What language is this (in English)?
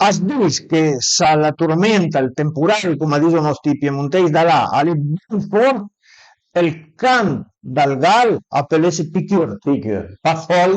Piedmontese